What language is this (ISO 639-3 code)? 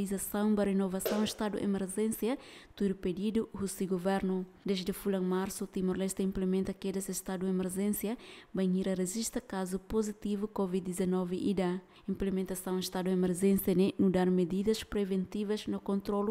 tet